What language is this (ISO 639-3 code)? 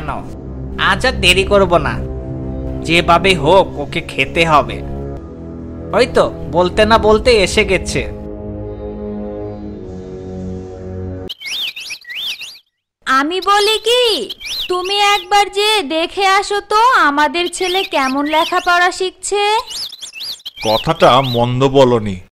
ben